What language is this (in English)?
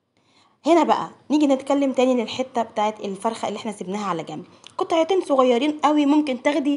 Egyptian Arabic